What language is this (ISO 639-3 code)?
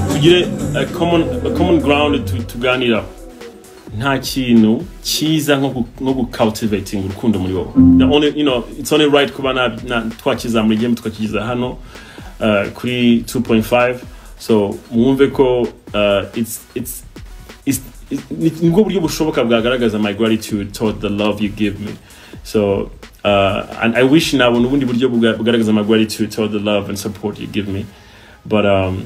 kin